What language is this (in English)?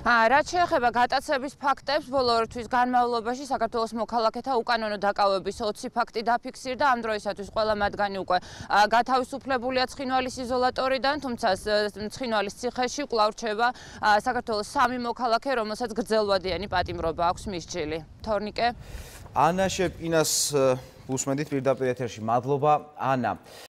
Georgian